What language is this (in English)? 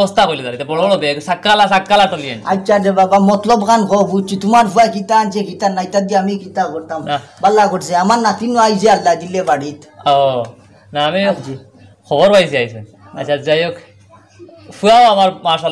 Sylheti